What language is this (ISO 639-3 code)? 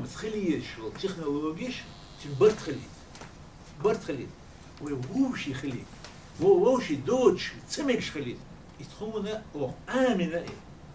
che